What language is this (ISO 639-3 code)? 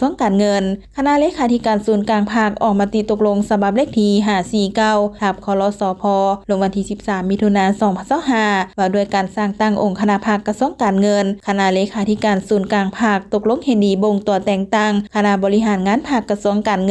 lao